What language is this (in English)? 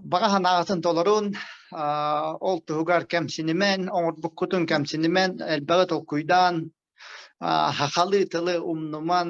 Yakut